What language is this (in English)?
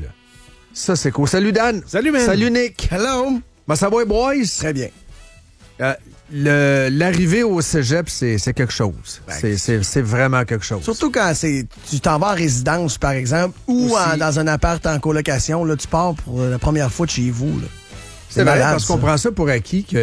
French